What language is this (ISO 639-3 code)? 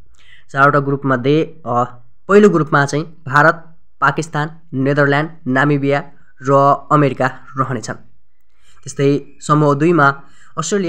nep